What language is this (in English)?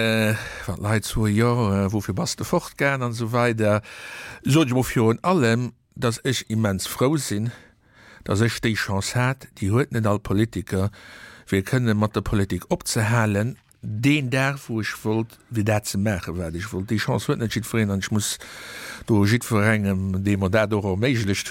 Luxembourgish